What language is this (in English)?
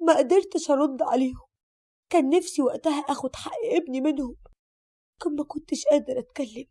Egyptian Arabic